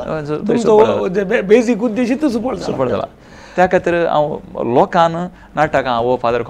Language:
Konkani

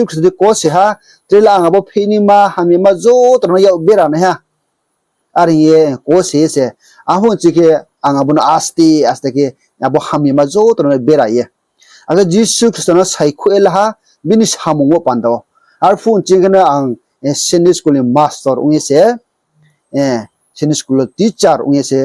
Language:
Riang (India)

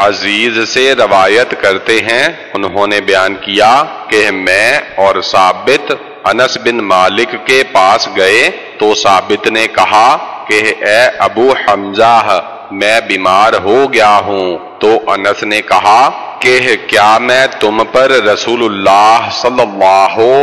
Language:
Urdu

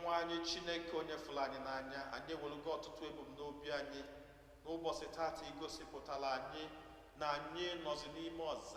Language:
Igbo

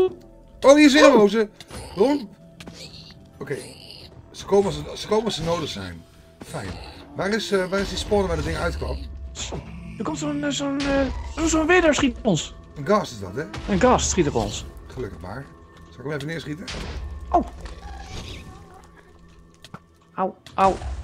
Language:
Dutch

